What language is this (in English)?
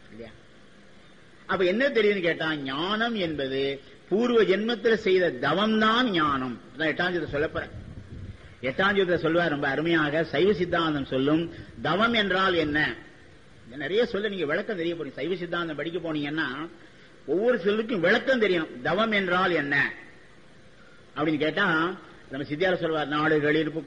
Tamil